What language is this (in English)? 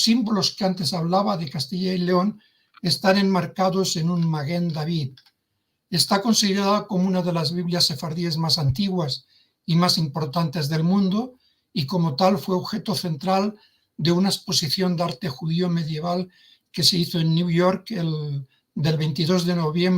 Ladino